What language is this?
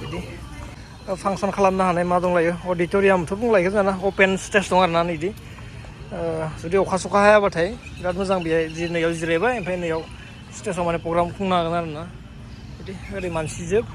Bodo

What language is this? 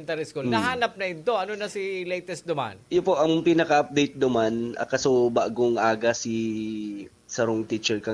Bikol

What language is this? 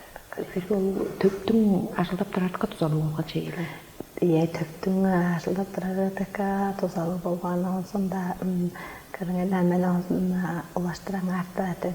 Tuvinian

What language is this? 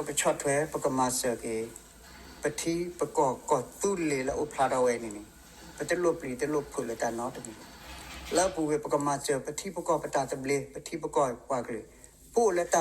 S'gaw Karen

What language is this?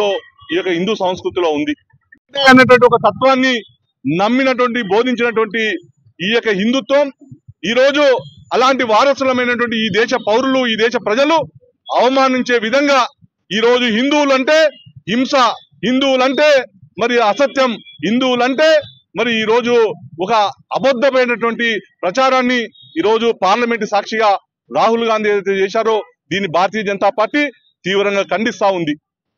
Telugu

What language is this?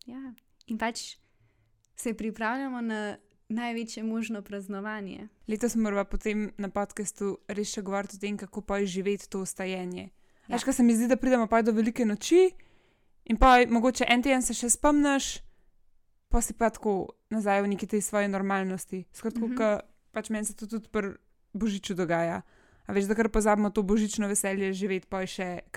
Slovenian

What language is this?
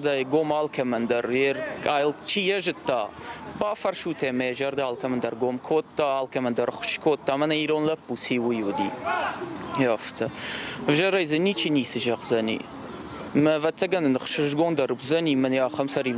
Ossetic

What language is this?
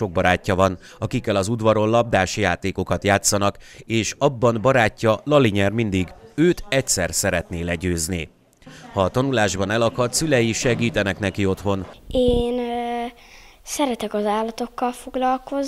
Hungarian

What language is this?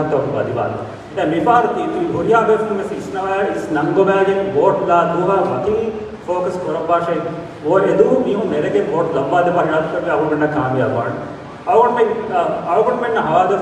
Divehi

